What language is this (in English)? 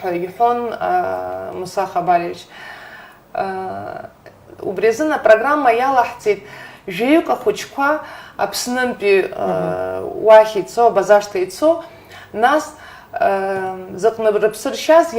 Abkhazian